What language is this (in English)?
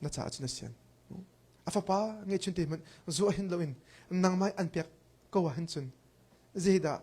Hakha Chin